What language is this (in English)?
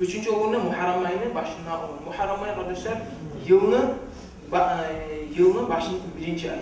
Kumyk